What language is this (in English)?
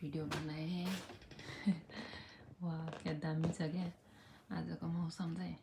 Nepali